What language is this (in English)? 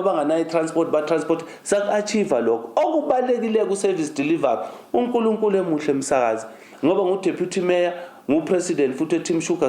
Zulu